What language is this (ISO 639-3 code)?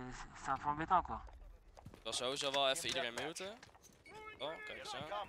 nld